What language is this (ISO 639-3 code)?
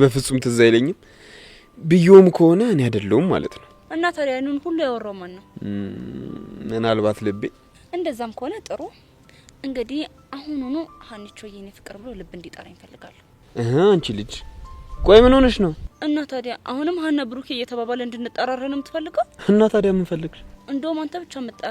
amh